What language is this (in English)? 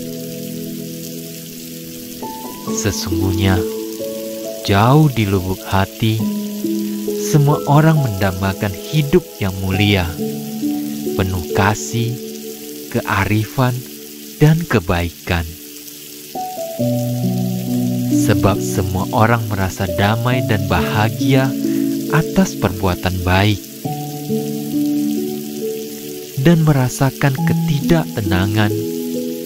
Indonesian